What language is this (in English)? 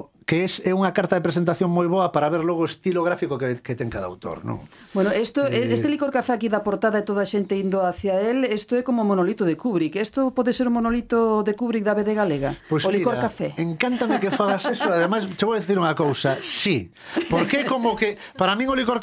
Galician